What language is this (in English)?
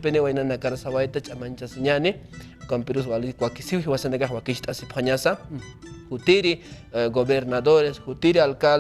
Aymara